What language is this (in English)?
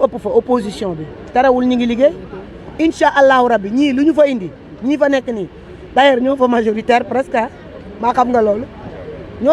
Wolof